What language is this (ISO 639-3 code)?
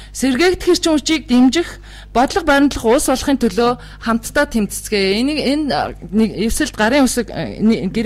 mon